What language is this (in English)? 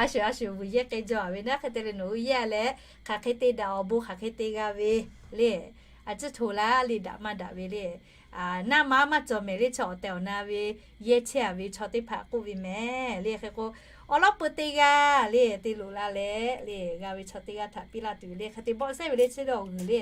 Lahu